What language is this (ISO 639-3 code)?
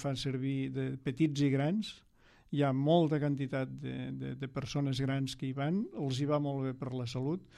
cat